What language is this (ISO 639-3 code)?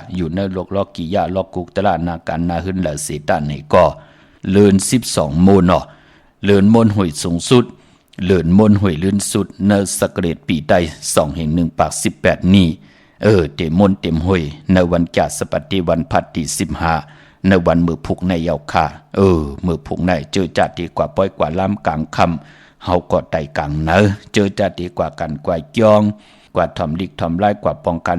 shn